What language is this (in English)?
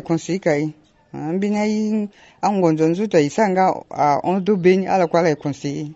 Sango